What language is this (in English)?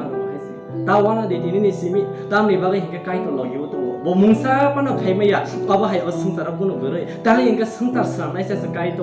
Kok Borok